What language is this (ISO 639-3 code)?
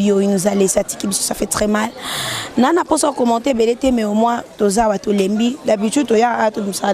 lin